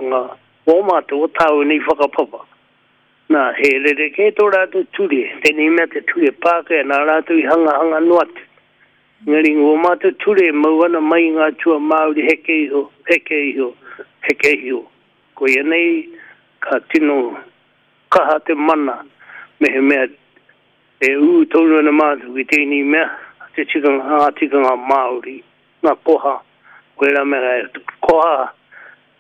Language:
Māori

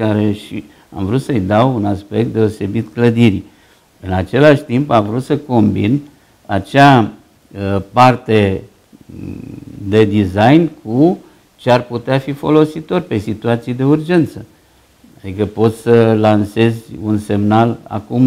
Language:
Romanian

